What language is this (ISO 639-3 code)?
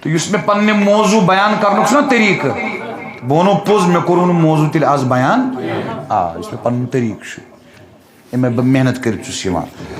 kas